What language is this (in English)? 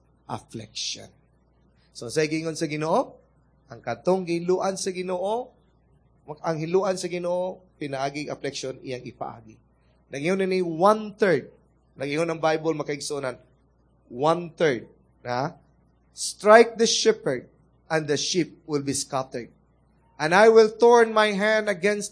Cebuano